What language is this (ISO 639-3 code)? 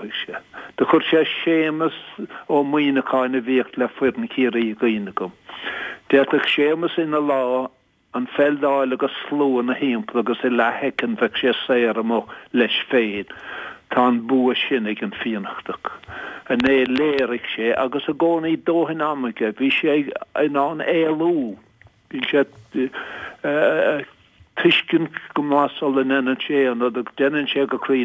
gle